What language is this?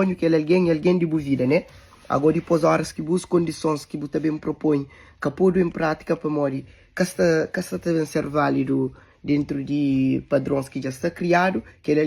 Kabuverdianu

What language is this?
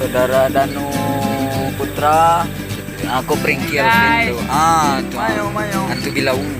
Minangkabau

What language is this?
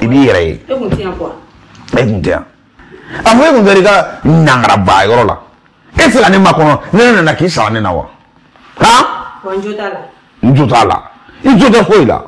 Bambara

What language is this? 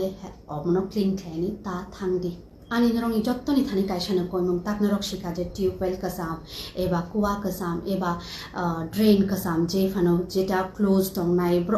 Kok Borok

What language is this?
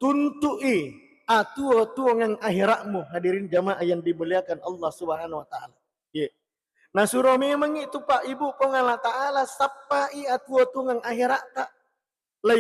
Buginese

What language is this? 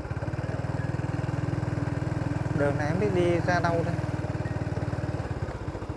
Vietnamese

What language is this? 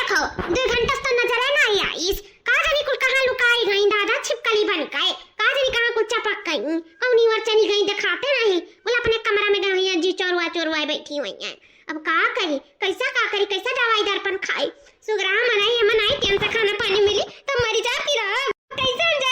Awadhi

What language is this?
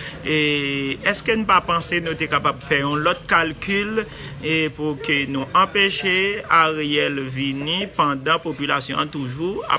Haitian Creole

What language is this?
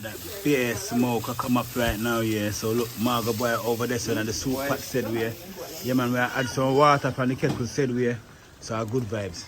Jamaican Creole English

